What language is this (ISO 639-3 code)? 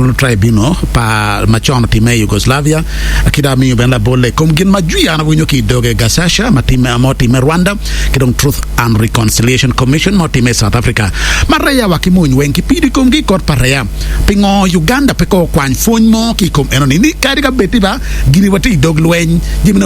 ach